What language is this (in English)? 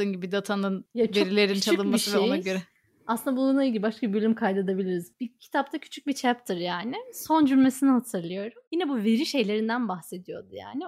Turkish